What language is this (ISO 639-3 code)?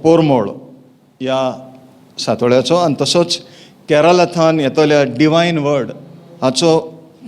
kok